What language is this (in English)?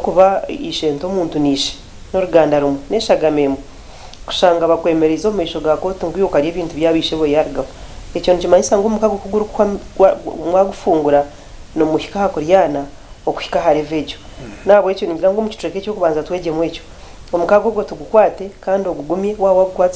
Nyankole